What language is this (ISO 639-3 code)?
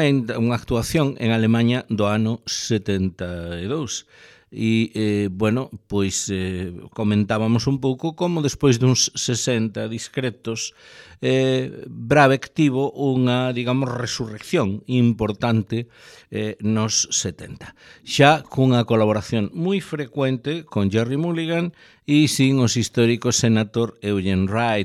glg